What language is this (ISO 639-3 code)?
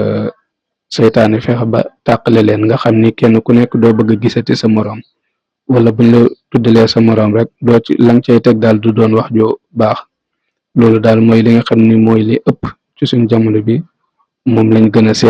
wol